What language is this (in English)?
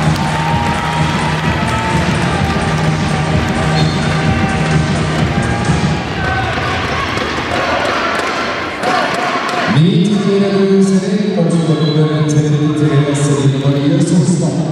Norwegian